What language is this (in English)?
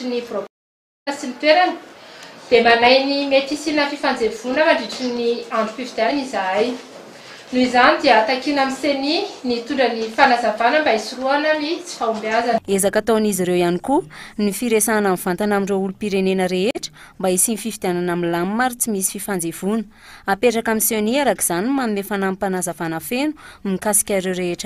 Malagasy